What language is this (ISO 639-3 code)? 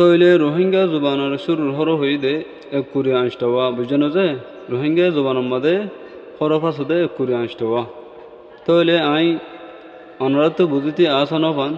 rhg